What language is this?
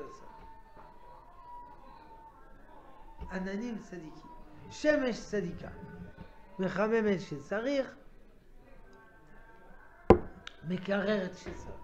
Hebrew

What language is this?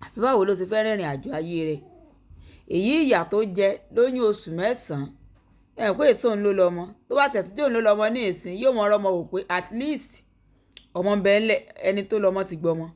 Yoruba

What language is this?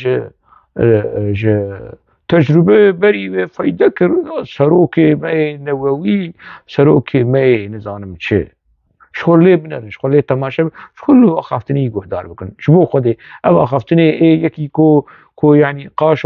Kurdish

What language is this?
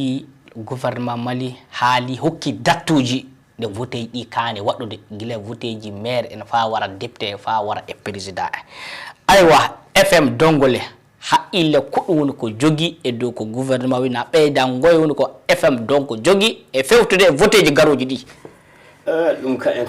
Fula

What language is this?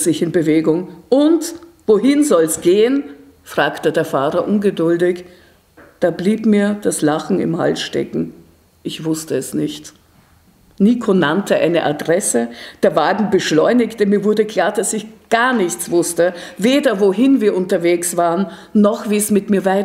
German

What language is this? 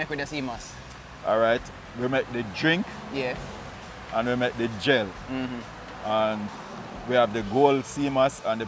Jamaican Creole English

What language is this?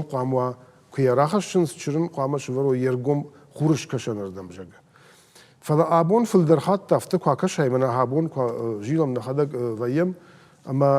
Ossetic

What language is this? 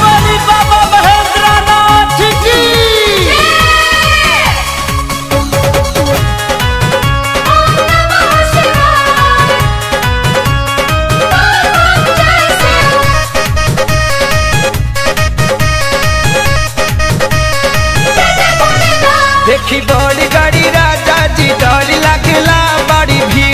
Bhojpuri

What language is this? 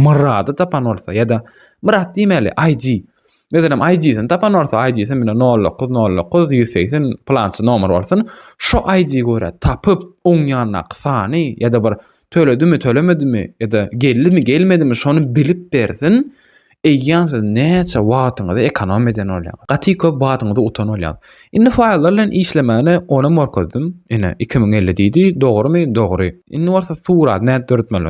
Turkmen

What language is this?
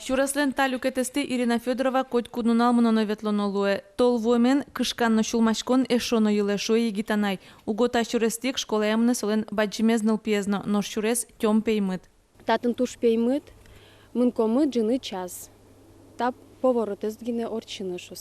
Udmurt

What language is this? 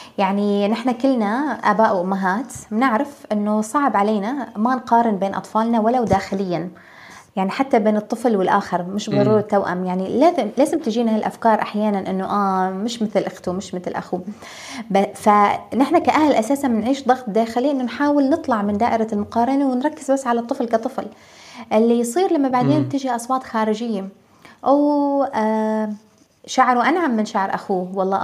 North Levantine Arabic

